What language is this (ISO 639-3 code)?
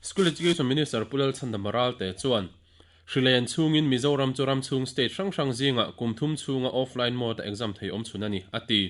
lus